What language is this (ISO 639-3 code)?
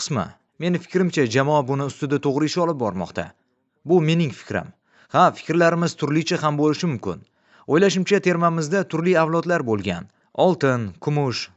uzb